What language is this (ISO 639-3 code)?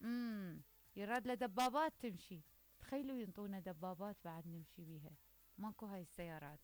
acm